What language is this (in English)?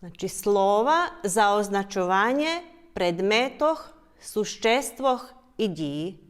Rusyn